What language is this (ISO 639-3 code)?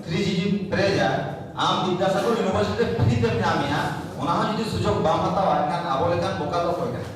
sat